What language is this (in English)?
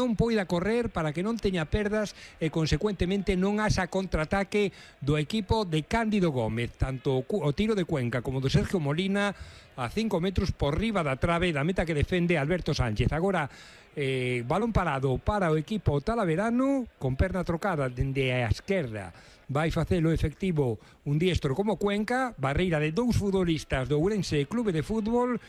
Galician